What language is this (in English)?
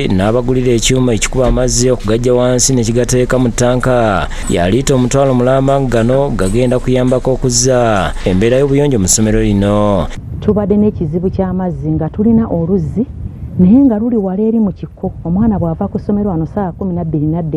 Ganda